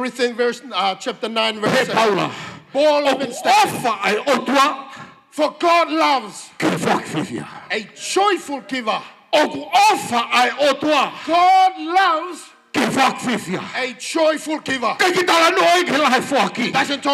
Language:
Tongan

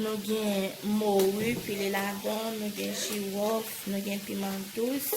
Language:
Haitian Creole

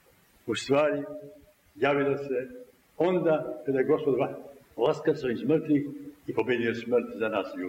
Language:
Serbian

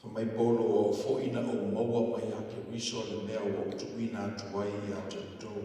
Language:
Samoan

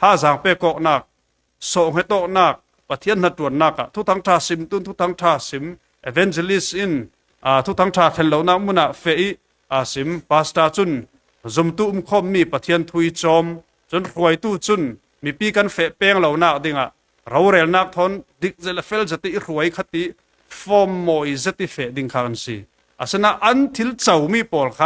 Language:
Falam Chin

